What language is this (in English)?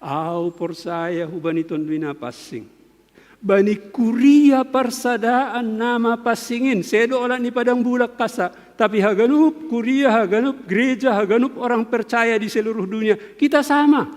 Batak Simalungun